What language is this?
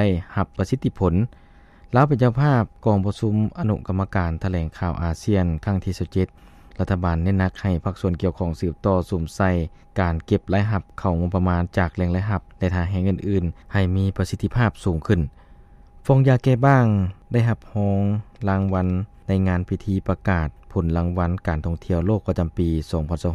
Lao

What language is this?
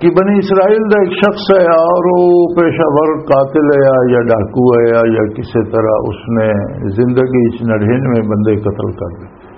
Western Panjabi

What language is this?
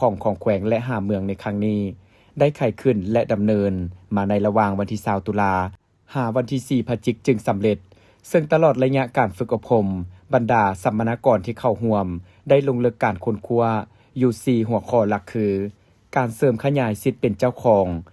Lao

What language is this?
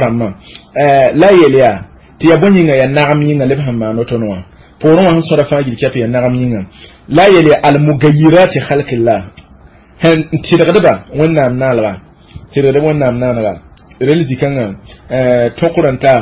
Mossi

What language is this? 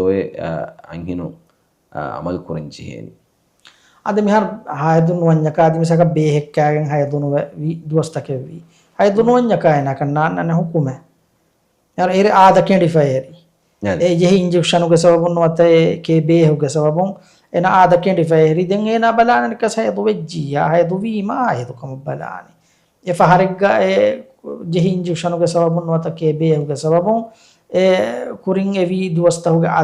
Divehi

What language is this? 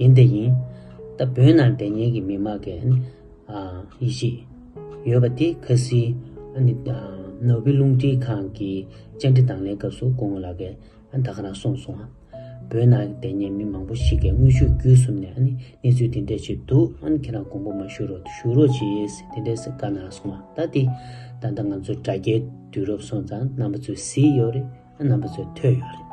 Tibetan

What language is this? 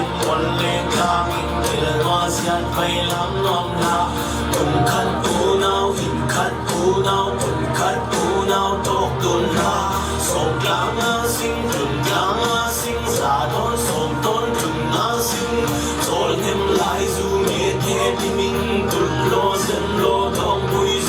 Falam Chin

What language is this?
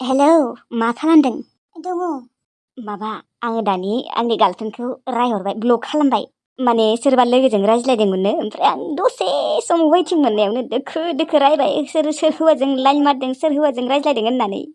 Bodo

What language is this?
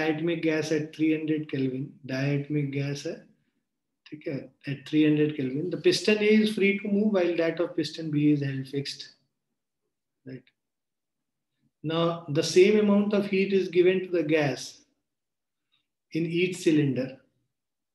English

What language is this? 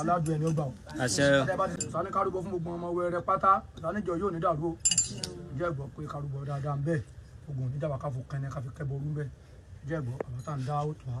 Yoruba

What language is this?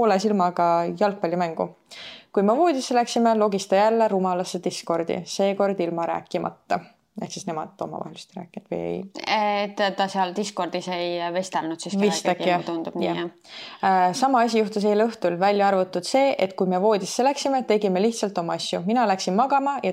Estonian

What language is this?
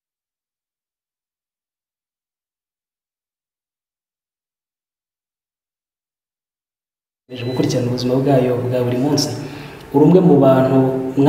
Kinyarwanda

